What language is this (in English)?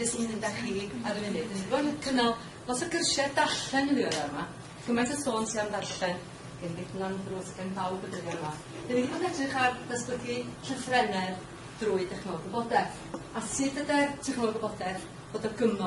Welsh